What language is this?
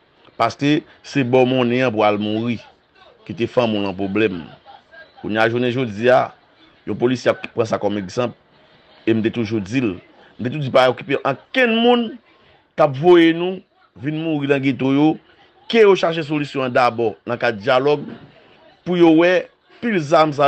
Haitian Creole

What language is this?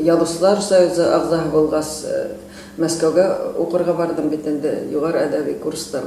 Bashkir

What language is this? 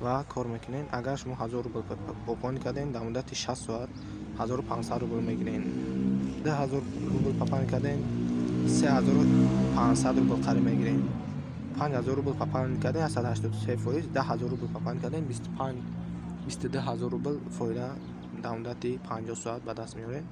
Tajik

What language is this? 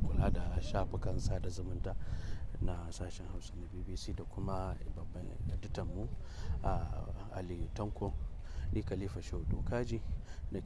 Hausa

